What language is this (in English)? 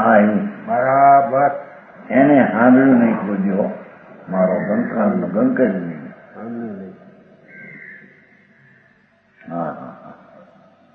Gujarati